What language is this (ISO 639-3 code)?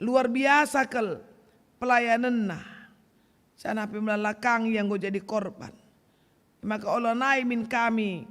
btx